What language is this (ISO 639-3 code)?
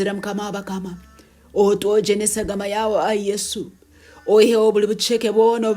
nyn